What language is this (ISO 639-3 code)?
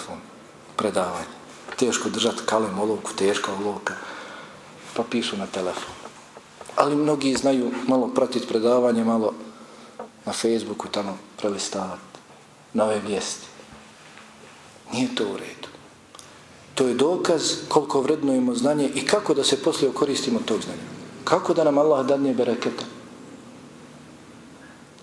bos